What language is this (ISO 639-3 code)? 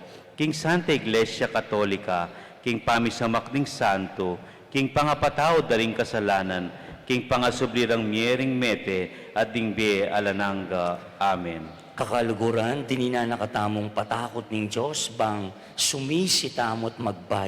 pam